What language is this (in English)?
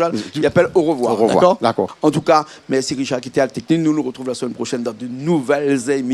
Réunion Creole French